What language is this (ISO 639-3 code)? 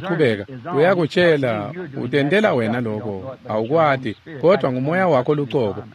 ssw